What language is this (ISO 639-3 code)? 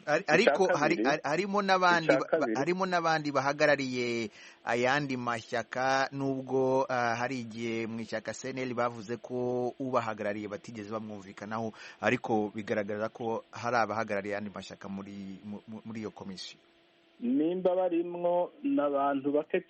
run